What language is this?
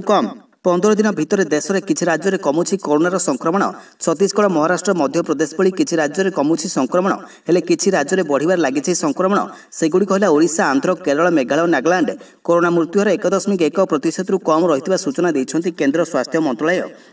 Odia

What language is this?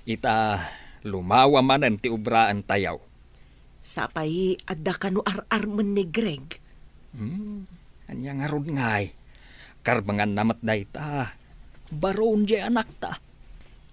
Iloko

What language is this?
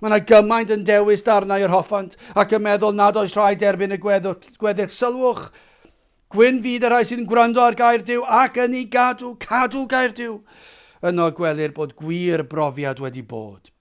Welsh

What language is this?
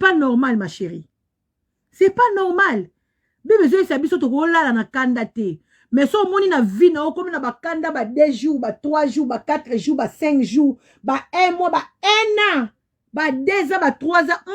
Lingala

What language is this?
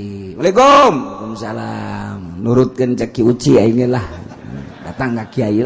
Sundanese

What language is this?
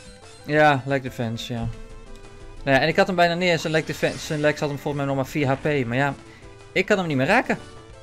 Dutch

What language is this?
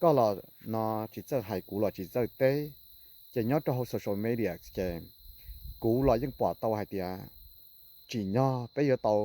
Hmong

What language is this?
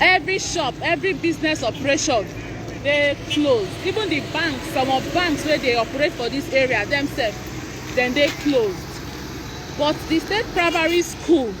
Nigerian Pidgin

